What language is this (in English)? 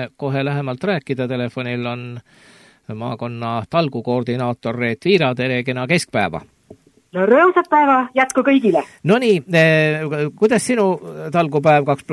Estonian